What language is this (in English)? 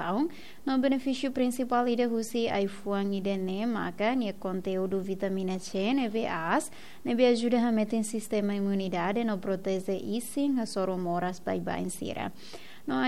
Tetum